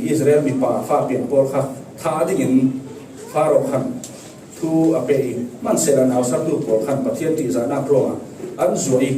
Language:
Falam Chin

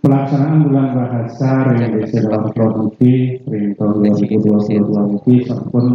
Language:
Balinese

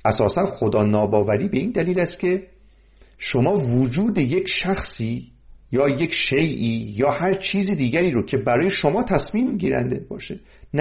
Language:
Persian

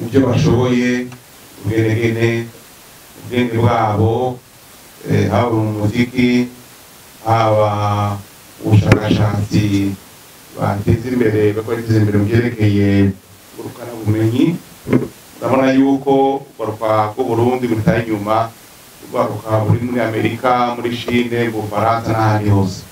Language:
Rundi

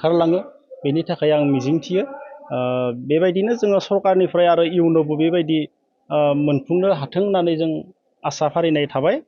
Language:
Bodo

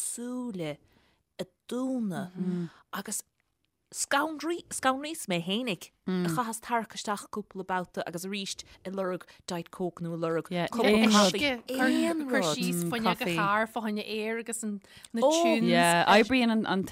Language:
Irish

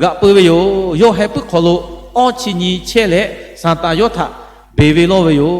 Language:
Lahu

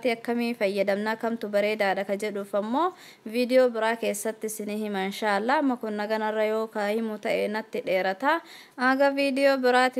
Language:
Oromo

